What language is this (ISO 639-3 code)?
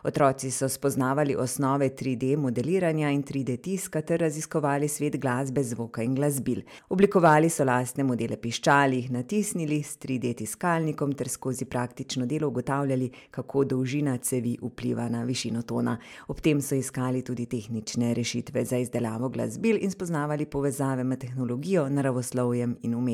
slv